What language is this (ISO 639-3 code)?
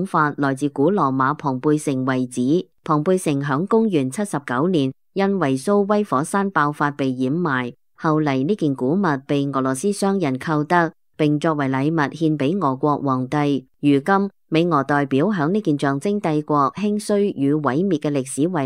yue